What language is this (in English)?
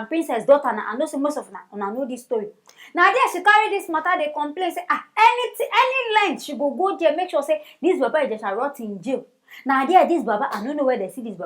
Nigerian Pidgin